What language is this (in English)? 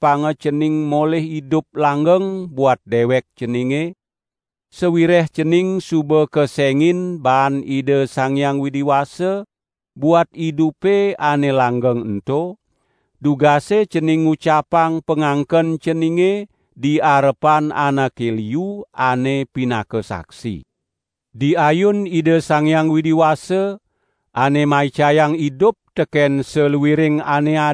Balinese